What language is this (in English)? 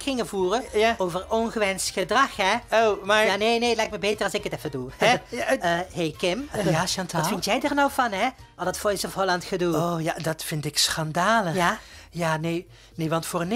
Dutch